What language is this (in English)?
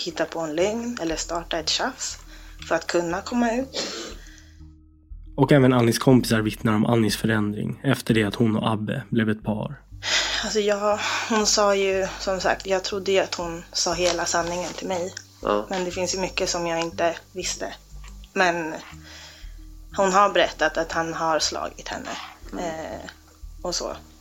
Swedish